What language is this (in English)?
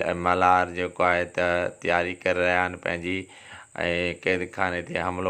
Sindhi